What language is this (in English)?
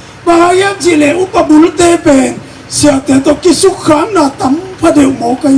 Tedim Chin